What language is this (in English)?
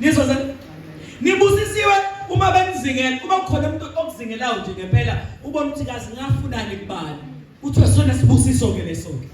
Zulu